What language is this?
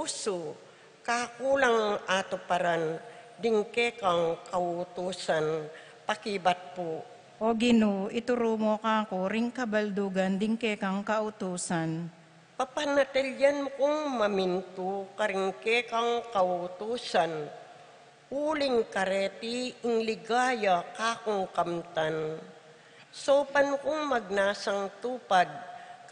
Pampanga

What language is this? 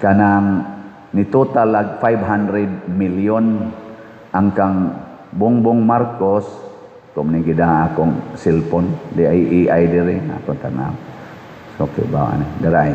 Cebuano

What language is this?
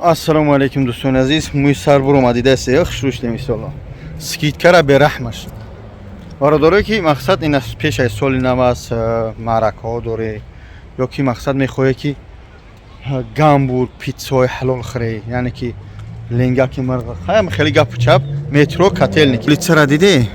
Tajik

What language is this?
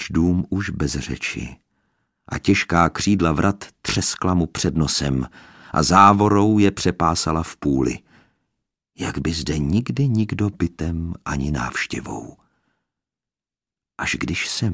Czech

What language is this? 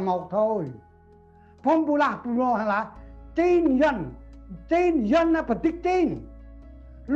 Central Mnong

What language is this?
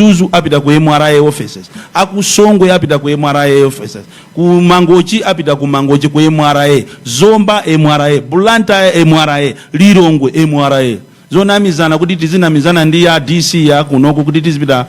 Nyanja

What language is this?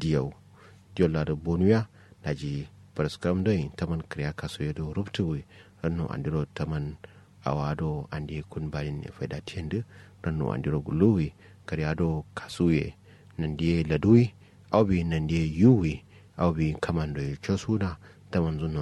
Kanuri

